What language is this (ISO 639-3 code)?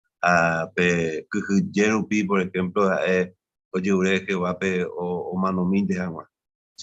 grn